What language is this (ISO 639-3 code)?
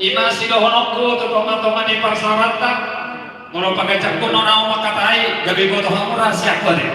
bbc